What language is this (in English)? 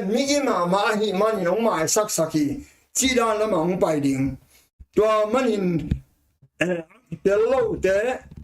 Tedim Chin